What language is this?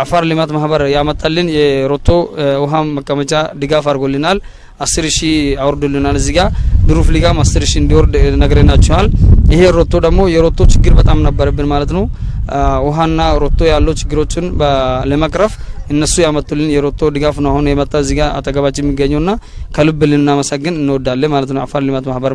Amharic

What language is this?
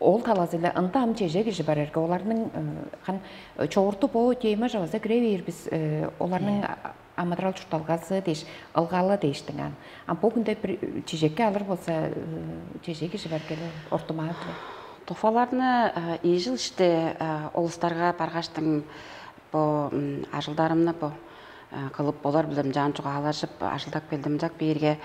Tuvinian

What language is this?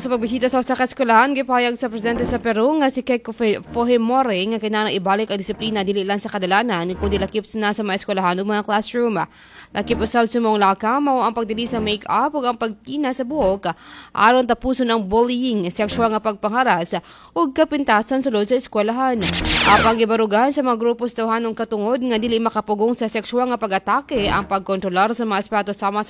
Cebuano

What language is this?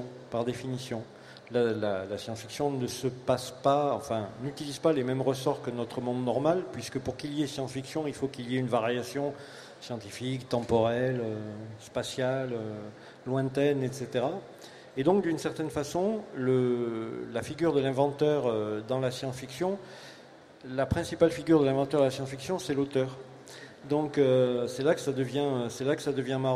French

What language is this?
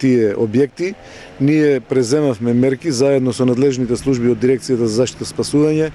Macedonian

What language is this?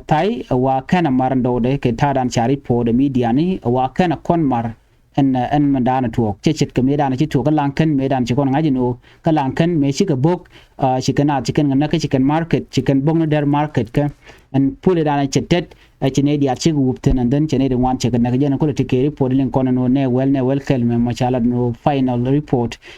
Nuer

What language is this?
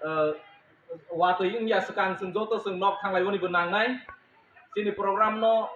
Kok Borok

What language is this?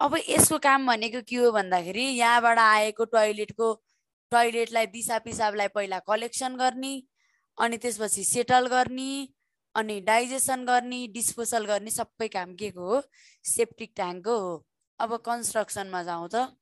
Nepali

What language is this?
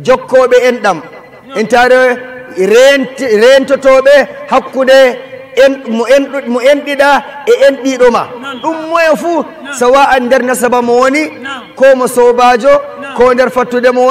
Nigerian Fulfulde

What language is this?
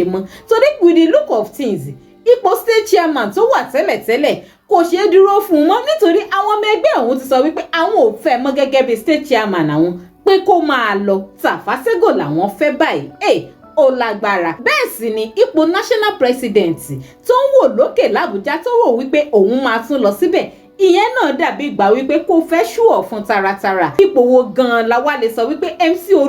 Yoruba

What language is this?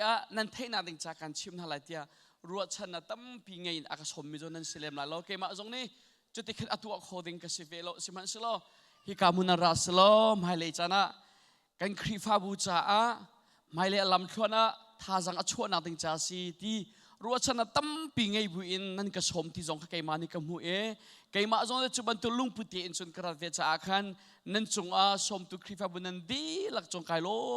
Hakha Chin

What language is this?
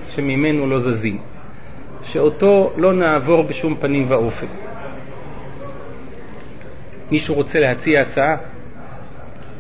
Hebrew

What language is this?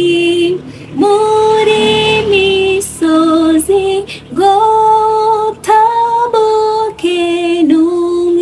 Kinyarwanda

